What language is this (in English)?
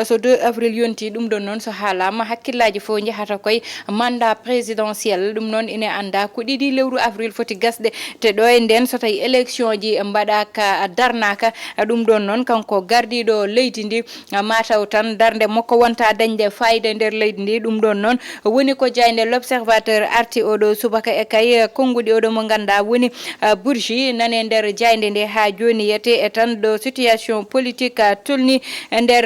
Fula